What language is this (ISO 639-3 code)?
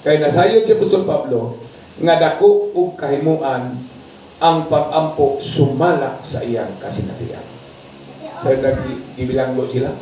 ceb